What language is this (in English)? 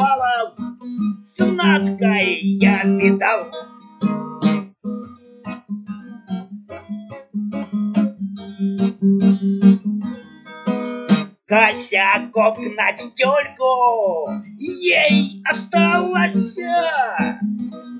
Russian